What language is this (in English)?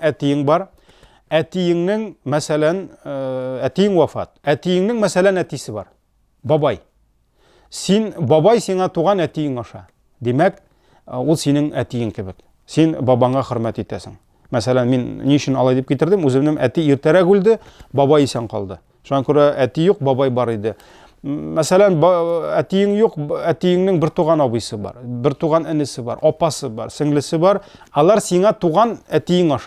Tatar